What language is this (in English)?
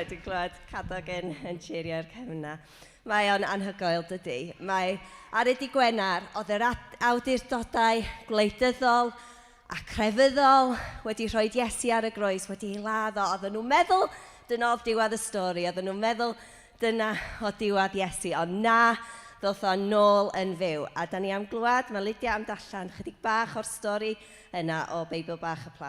Welsh